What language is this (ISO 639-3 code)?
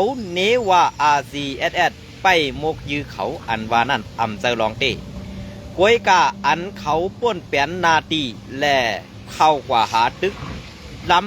shn